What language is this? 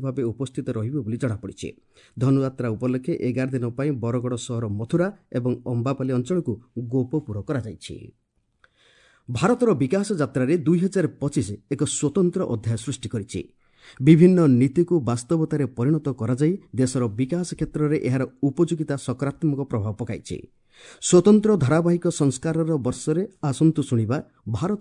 Odia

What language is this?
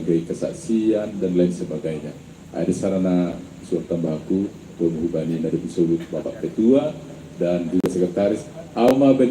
Batak Simalungun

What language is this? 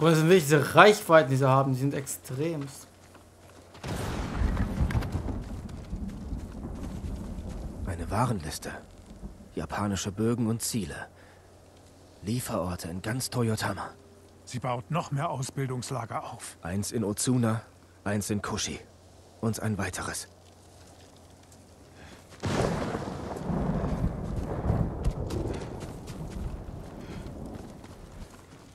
German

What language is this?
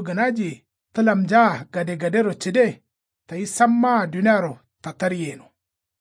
Kanuri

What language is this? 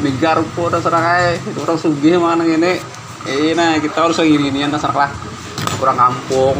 Banjar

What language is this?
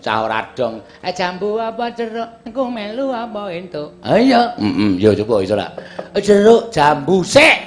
Javanese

